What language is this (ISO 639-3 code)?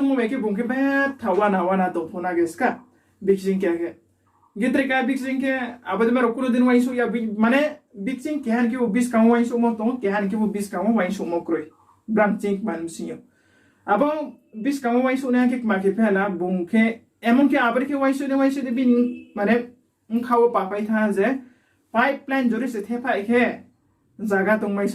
ria